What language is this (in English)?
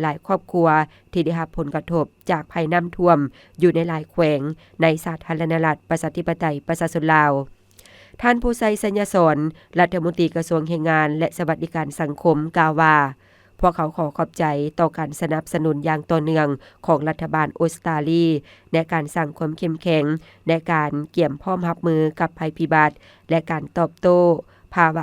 Lao